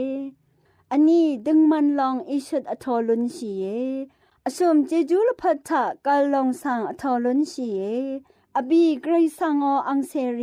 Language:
Rawang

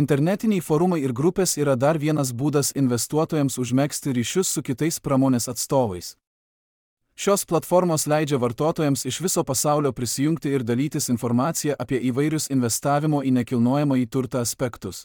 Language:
Lithuanian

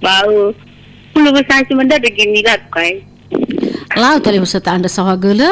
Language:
Nias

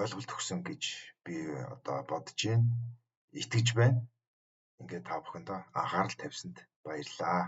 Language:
Mongolian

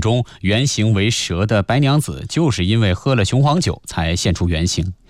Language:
Chinese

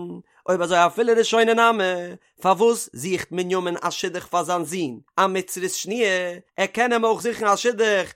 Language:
Yiddish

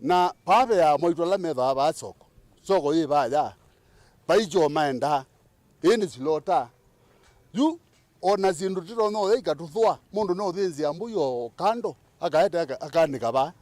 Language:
Kamba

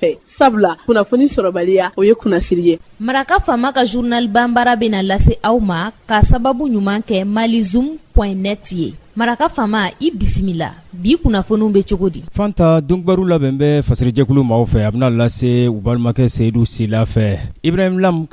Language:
Bambara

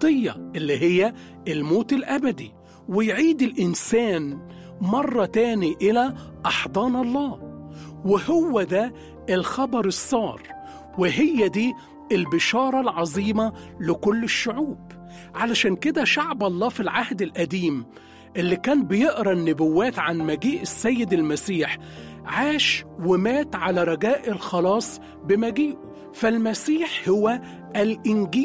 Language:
Egyptian Arabic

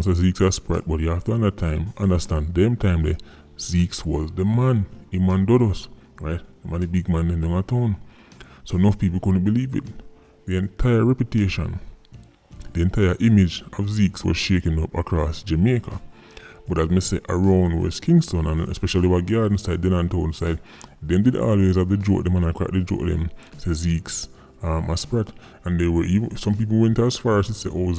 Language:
Jamaican Creole English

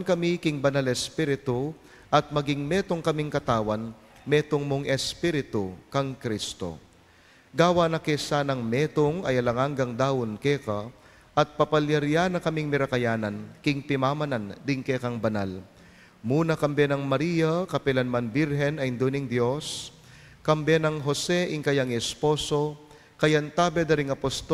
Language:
Pampanga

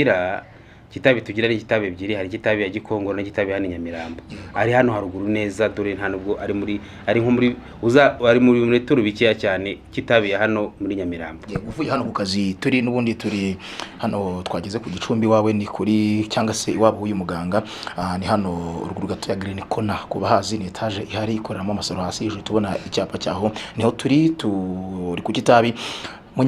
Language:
Kinyarwanda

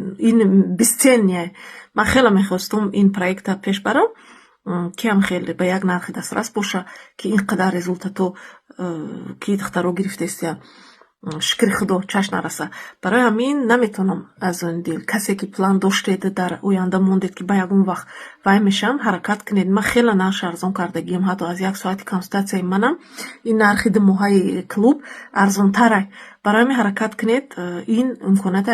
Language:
Tajik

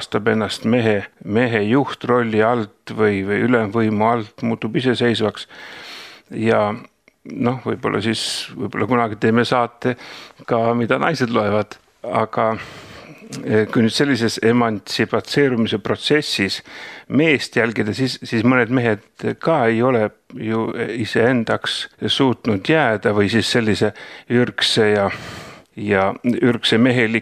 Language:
Estonian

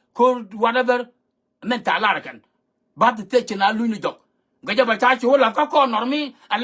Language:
Nuer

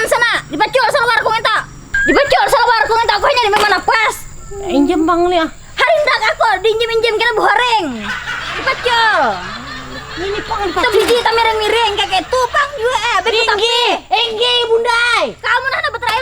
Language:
Banjar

